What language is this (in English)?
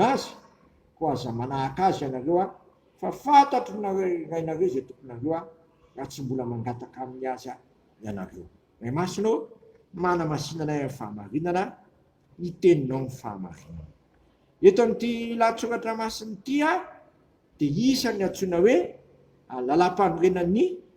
Malagasy